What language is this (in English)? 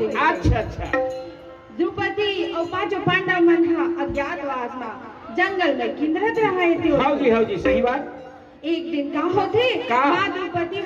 Chhattisgarhi